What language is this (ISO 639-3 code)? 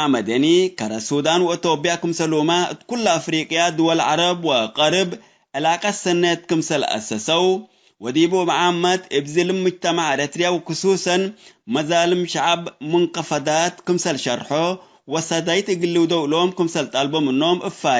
tig